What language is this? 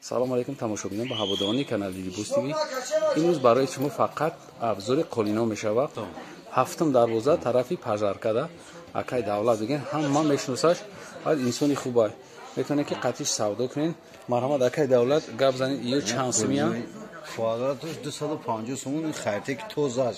Tajik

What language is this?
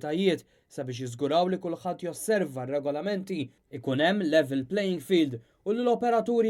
Maltese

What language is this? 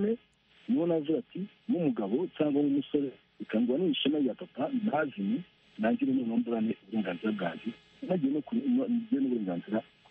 Kinyarwanda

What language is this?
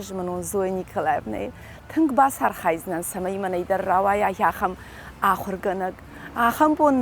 Ossetic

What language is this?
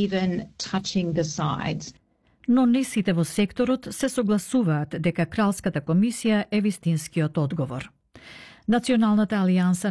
Macedonian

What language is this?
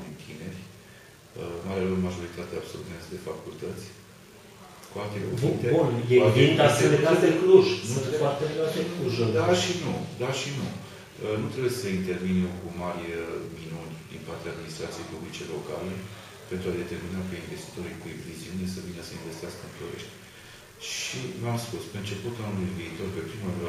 Romanian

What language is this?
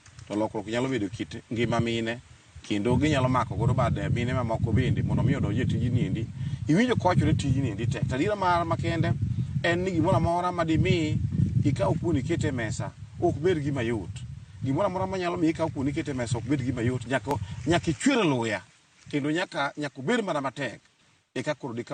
Luo (Kenya and Tanzania)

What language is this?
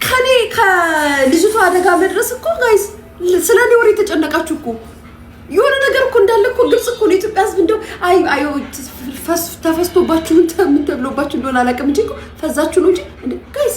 Amharic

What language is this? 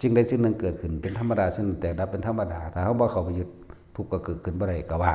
Northeastern Thai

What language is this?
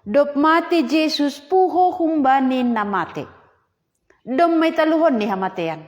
Batak Simalungun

